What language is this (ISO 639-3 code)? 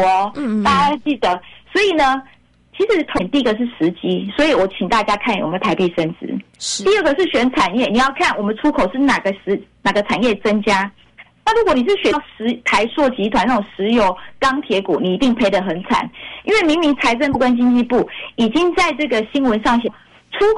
zho